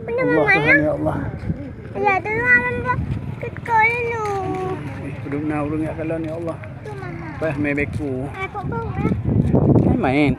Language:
Achinese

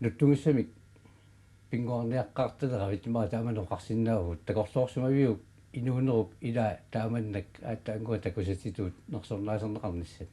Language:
Kalaallisut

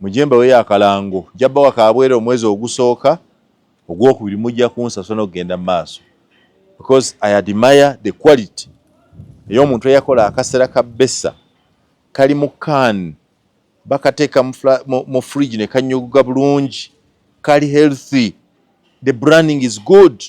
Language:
Ganda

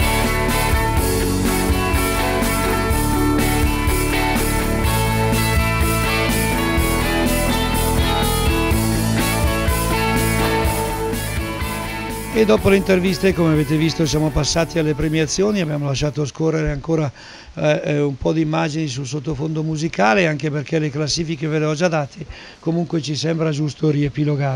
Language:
Italian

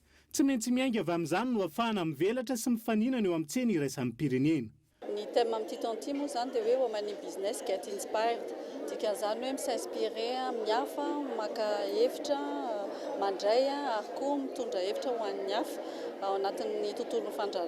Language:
Malagasy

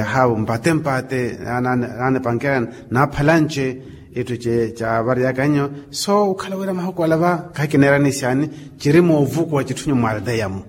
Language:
Makhuwa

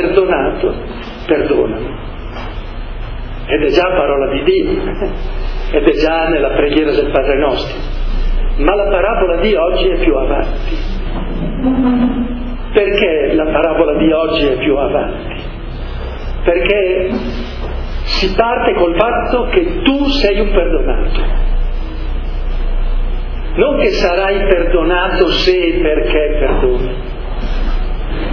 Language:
Italian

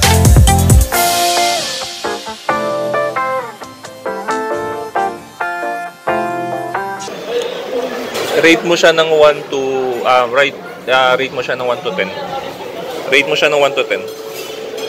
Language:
Filipino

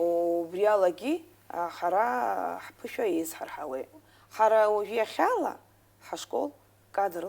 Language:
Abkhazian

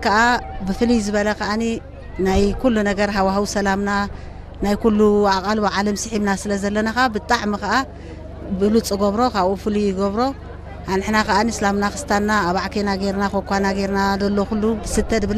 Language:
Tigrinya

